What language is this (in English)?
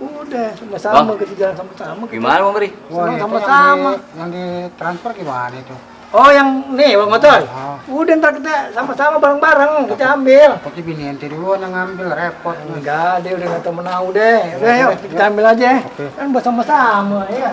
Betawi